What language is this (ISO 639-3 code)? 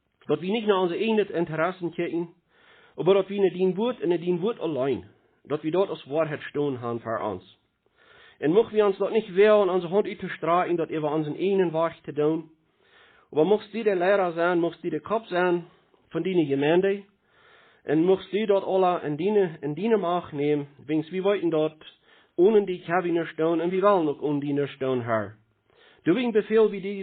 pdt